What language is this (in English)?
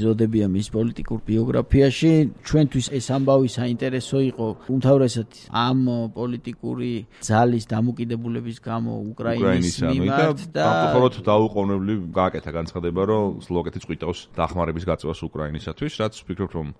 Georgian